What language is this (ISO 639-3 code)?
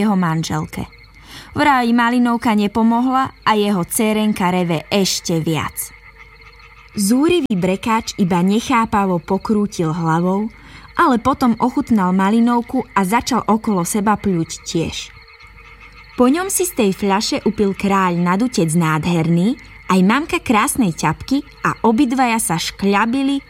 slk